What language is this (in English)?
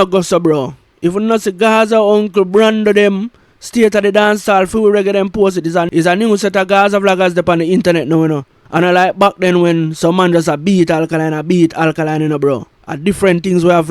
Jamaican Creole English